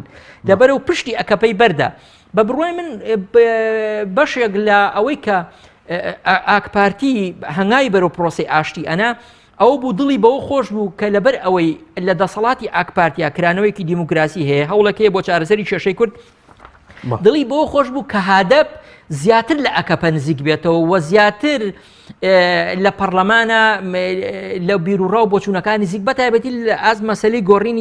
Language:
Central Kurdish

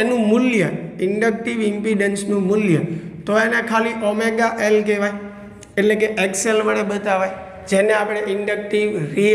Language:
Gujarati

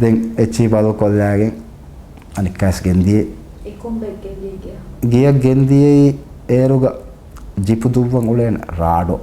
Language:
Divehi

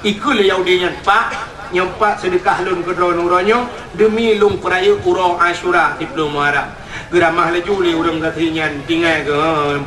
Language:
Achinese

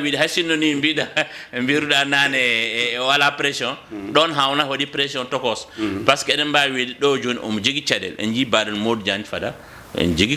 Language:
Fula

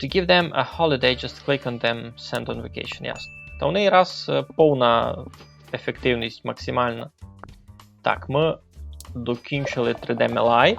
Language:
Rusyn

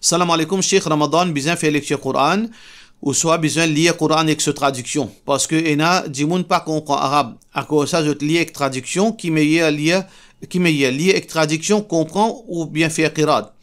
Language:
Morisyen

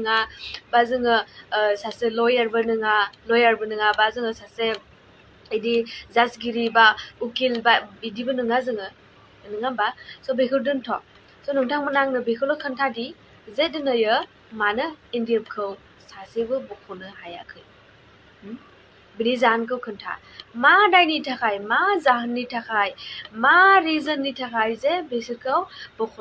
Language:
Bodo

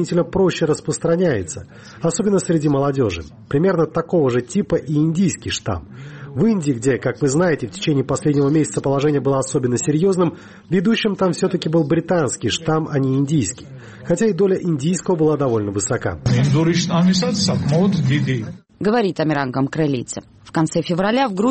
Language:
Russian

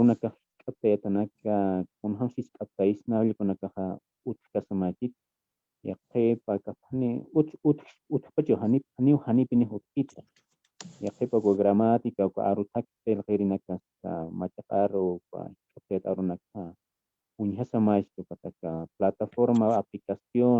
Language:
Aymara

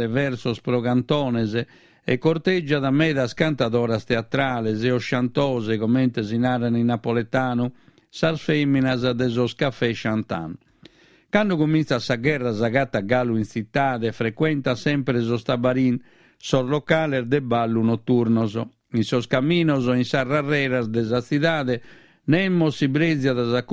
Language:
Sardinian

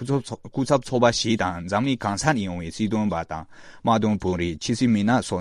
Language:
Tibetan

